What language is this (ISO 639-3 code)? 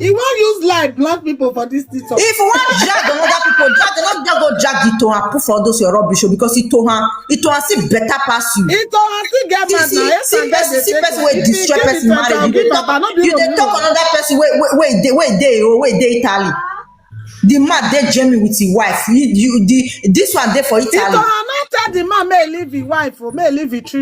pcm